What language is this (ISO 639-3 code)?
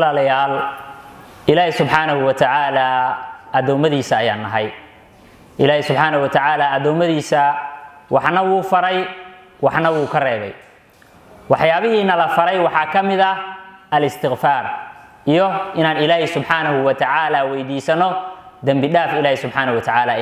som